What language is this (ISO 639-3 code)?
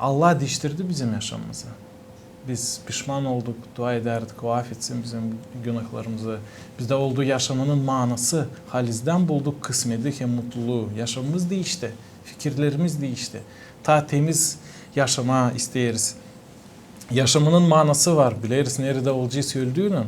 gag